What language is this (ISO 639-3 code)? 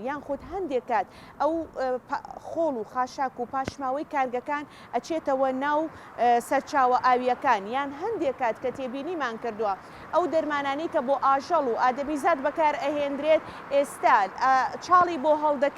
ckb